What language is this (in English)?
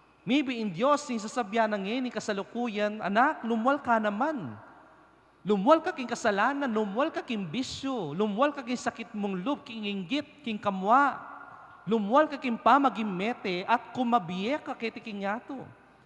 Pampanga